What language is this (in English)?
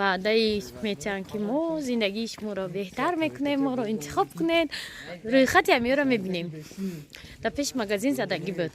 Tajik